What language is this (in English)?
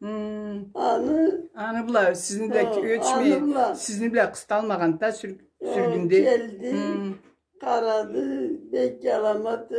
Karachay-Balkar